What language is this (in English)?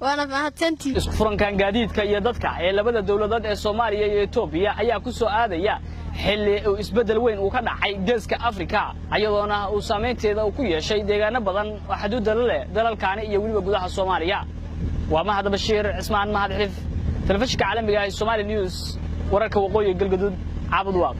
Somali